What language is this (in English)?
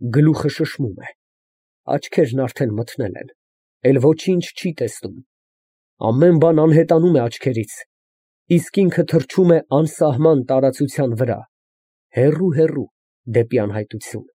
Armenian